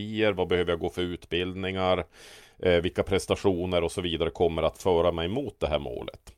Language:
Swedish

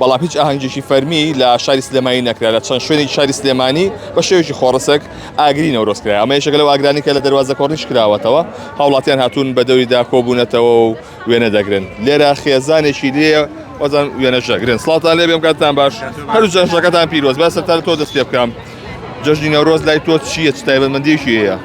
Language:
Central Kurdish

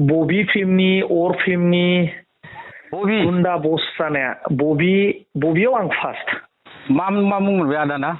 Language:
Bodo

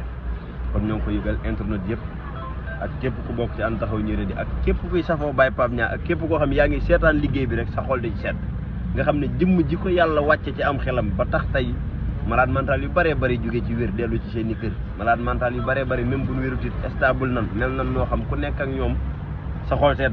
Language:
Wolof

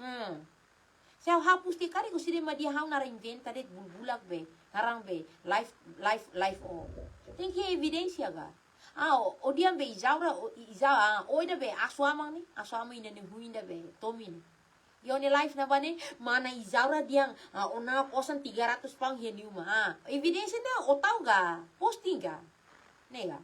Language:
Tetum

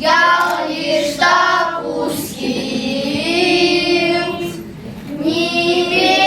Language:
Chuvash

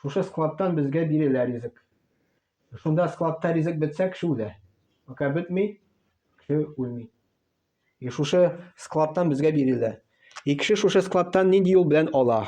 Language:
Tatar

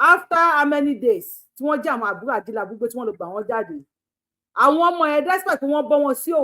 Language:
Yoruba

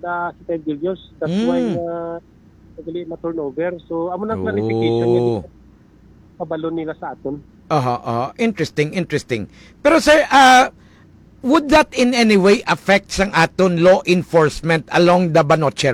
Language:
Hiligaynon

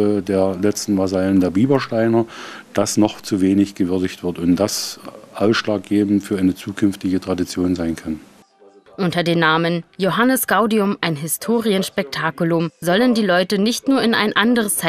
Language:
German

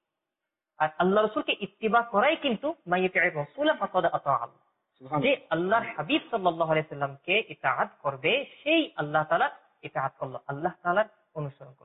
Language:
Bangla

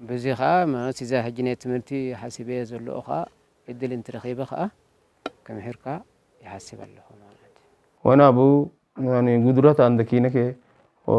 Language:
Tigrinya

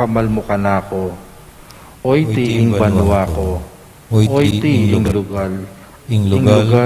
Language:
Pampanga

